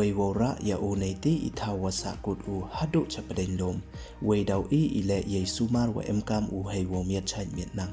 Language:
Pnar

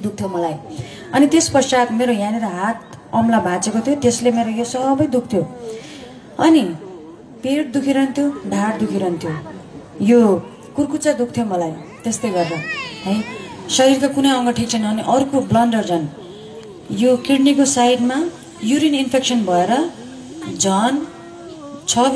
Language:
Nepali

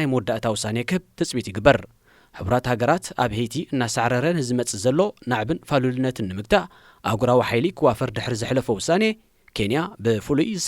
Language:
Tigrinya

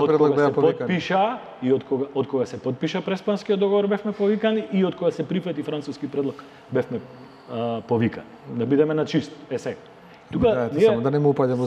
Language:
Macedonian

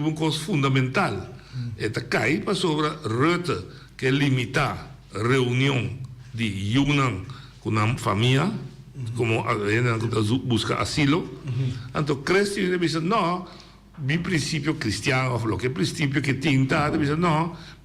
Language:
Papiamento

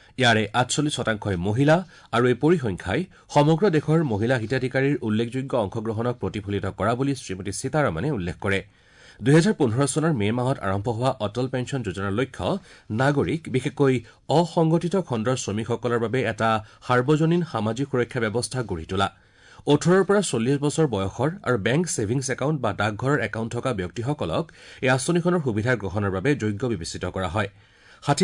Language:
Assamese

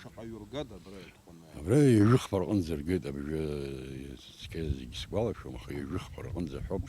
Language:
Abkhazian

